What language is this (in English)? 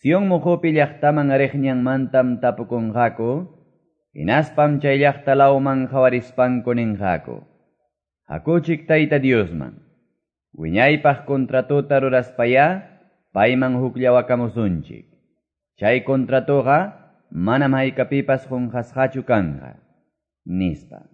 Quechua